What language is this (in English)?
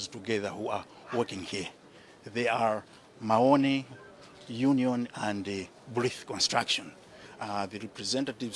Nyanja